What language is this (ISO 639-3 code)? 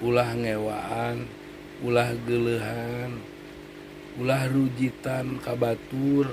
sun